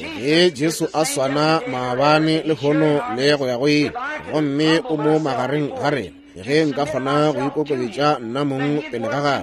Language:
Northern Sotho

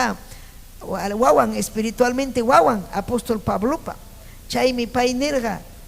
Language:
Ayacucho Quechua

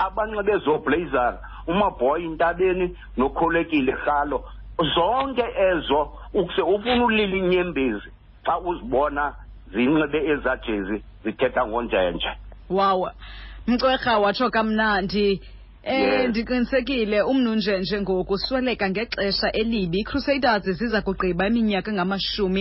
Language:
Xhosa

